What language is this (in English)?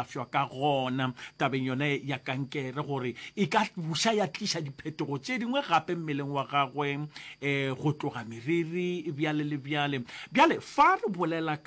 Northern Sotho